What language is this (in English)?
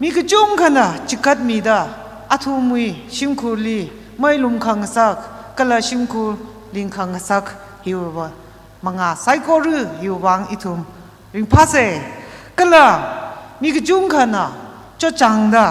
Tangkhul Naga (India)